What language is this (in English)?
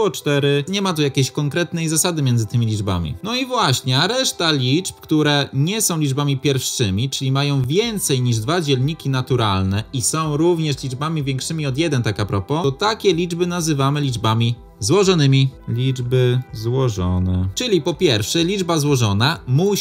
Polish